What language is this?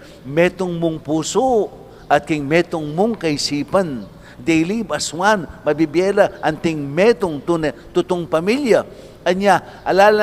Pampanga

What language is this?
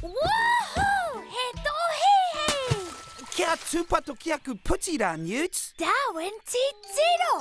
Māori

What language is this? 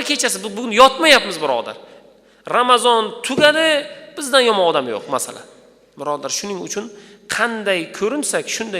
Uzbek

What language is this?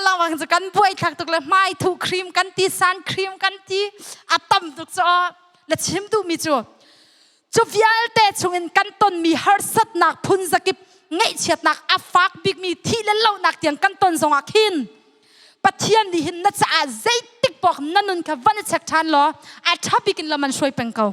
Hakha Chin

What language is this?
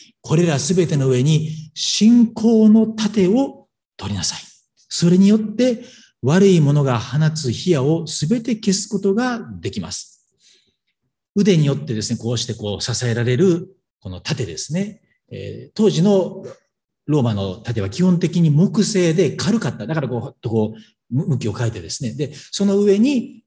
Japanese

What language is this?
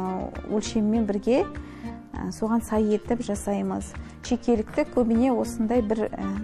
Kazakh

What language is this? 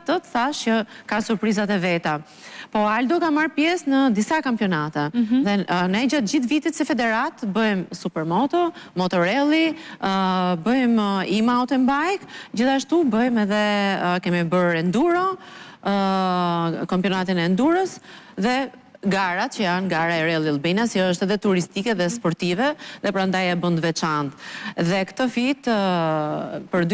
Albanian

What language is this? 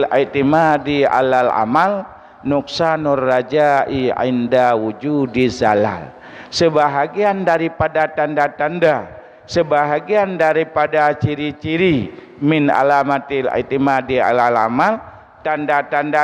Achinese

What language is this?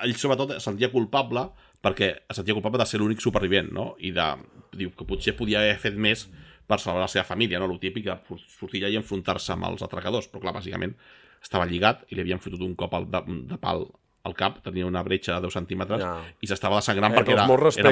Catalan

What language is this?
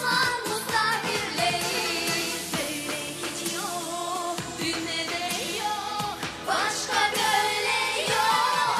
Gagauz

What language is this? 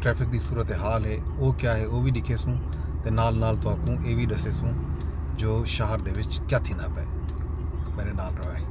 Saraiki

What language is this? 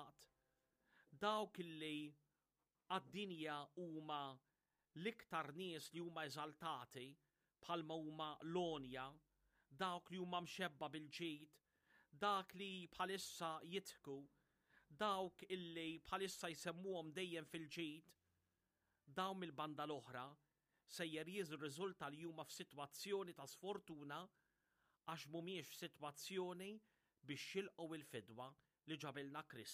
Maltese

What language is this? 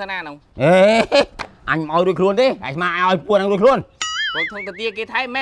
Khmer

